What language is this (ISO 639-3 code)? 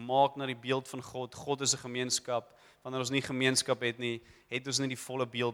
afr